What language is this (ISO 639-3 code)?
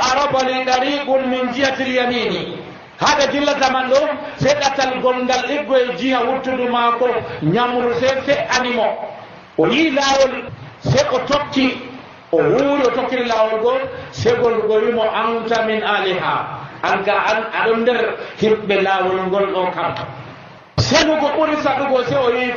fuv